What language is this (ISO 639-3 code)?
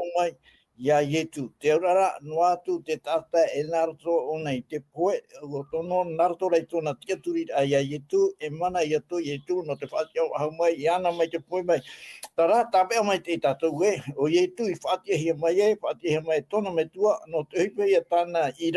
tah